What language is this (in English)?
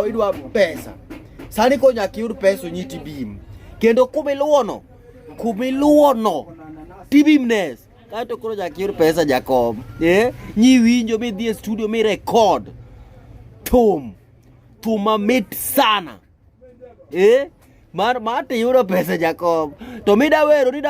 Luo (Kenya and Tanzania)